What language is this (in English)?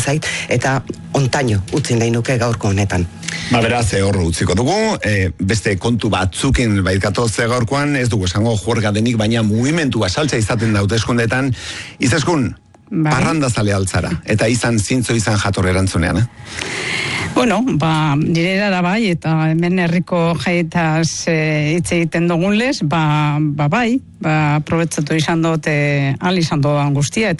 Basque